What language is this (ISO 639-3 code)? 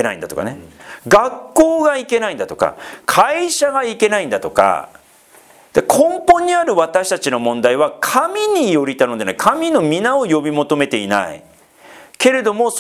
jpn